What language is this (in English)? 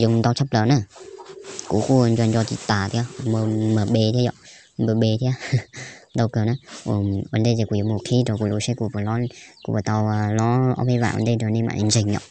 Hmong